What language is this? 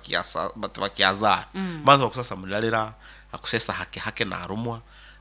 Nyoro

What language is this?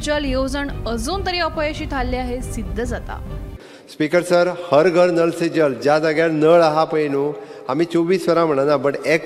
Konkani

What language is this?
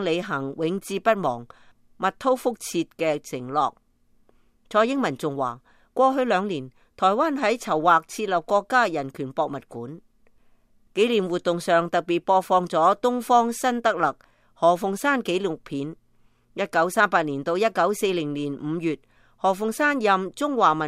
Cantonese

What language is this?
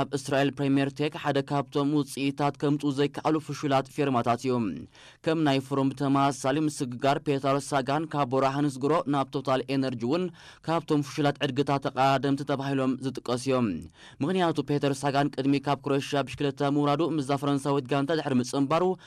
Tigrinya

